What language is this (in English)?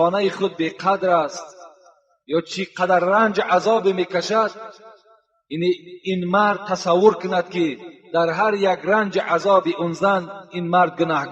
Tajik